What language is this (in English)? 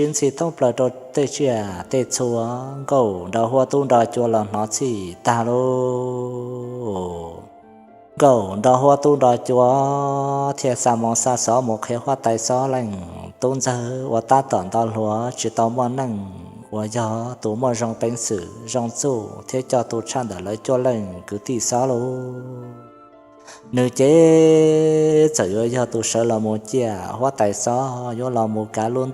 Hmong